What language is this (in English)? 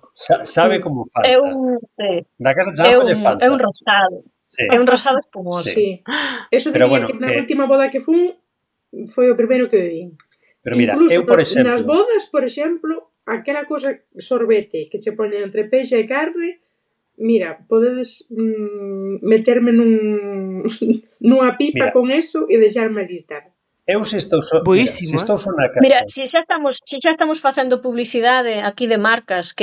Galician